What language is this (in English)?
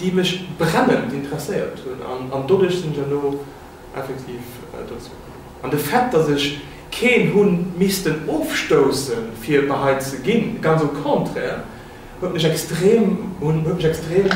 Luxembourgish